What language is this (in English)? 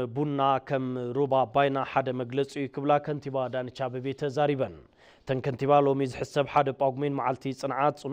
Tigrinya